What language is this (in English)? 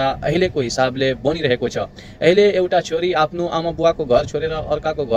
Nepali